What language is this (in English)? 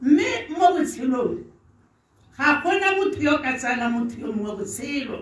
Tswana